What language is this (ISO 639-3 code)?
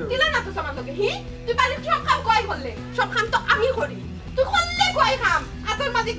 syl